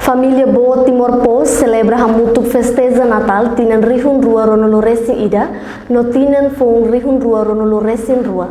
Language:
Tetum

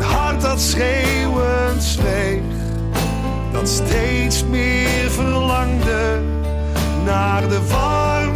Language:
Dutch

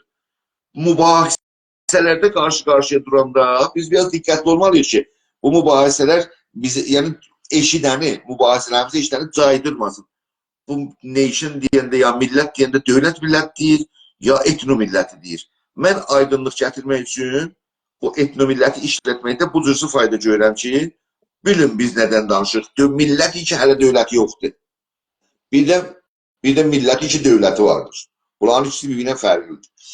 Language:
South Azerbaijani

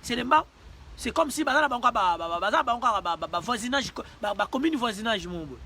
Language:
Lingala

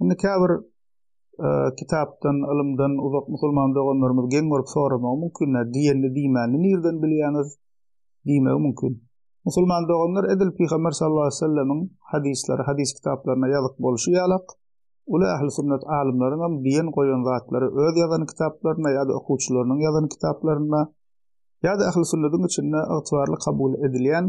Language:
Turkmen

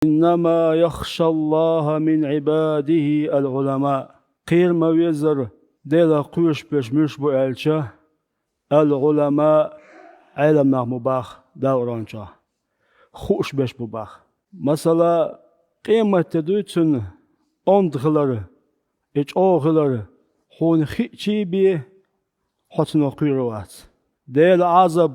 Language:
Chechen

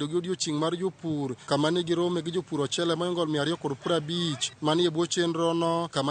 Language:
Luo (Kenya and Tanzania)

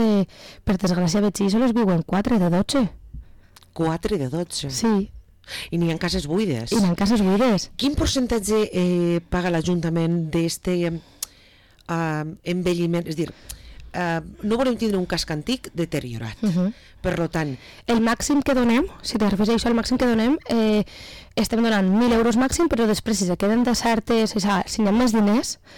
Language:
Catalan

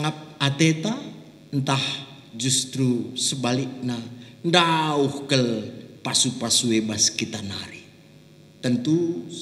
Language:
Batak Karo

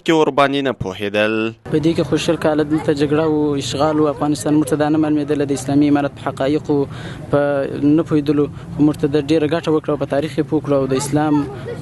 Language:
Pashto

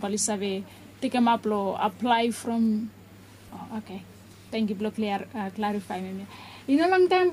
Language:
Bislama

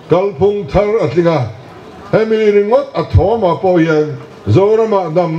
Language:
Mizo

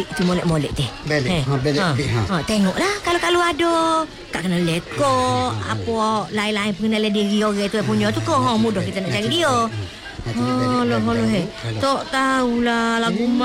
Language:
Malay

